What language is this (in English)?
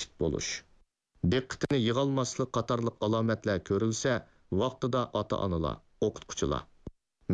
Uyghur